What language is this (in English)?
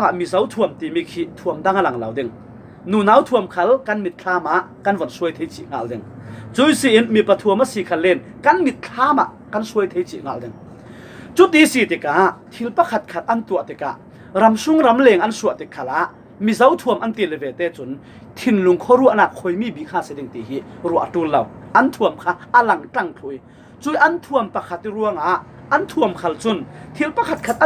Falam Chin